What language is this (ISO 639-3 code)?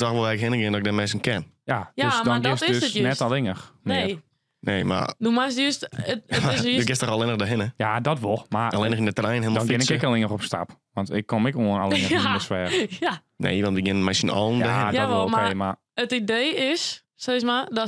fry